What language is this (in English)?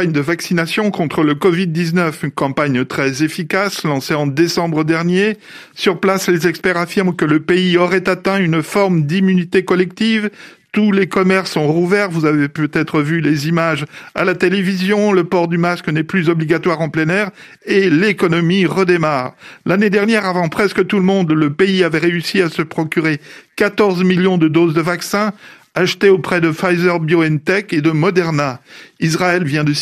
French